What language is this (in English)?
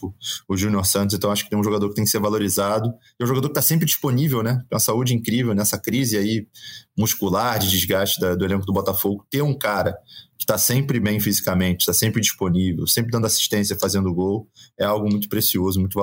Portuguese